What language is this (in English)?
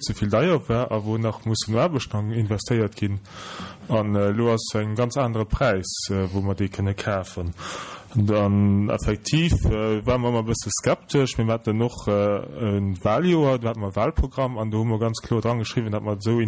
Luxembourgish